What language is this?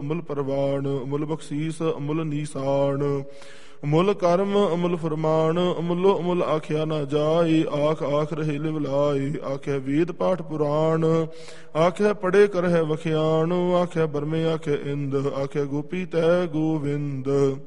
Punjabi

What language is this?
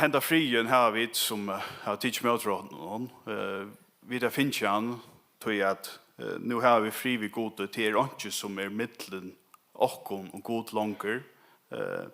Faroese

